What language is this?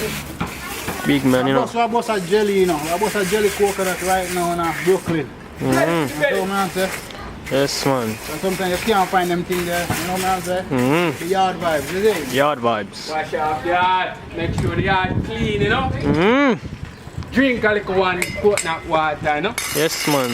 Jamaican Creole English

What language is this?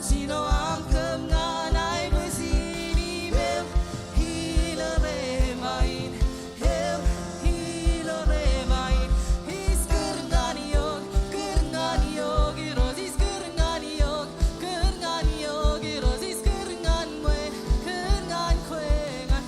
Marshallese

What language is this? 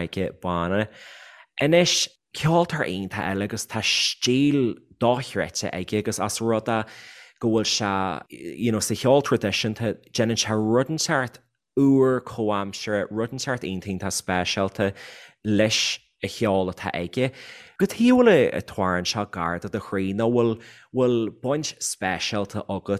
Irish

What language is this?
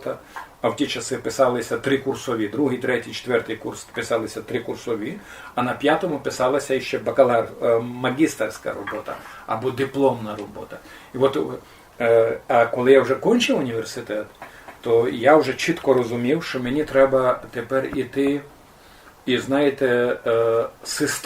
Rusyn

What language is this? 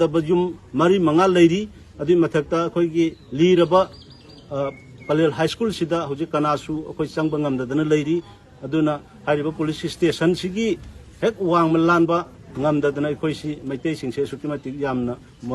Manipuri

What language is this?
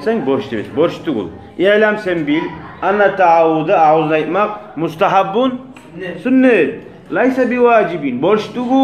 Kumyk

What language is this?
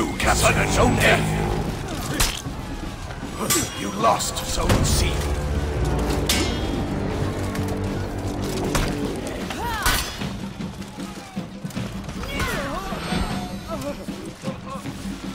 English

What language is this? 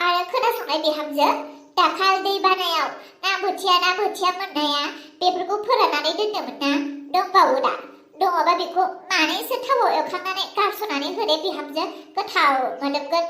Bodo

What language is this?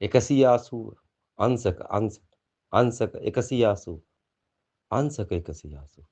Sinhala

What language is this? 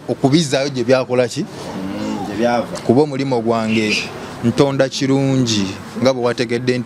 Ganda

